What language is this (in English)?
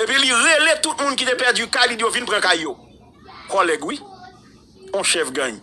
Haitian Creole